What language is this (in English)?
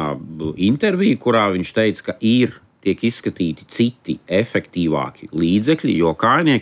Latvian